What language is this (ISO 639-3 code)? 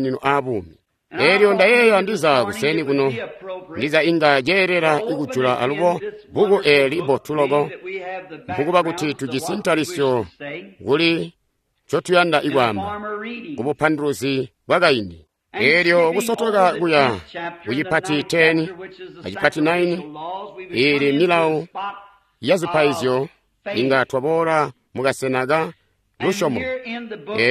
toi